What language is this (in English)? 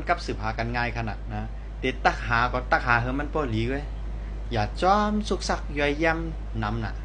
Shan